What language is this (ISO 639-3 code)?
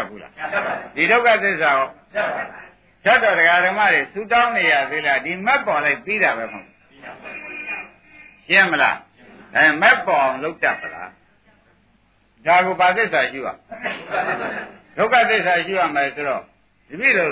mya